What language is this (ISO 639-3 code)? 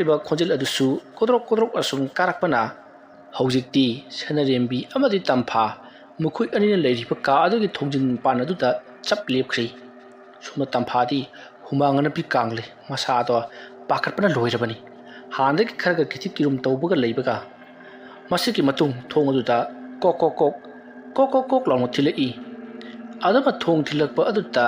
mni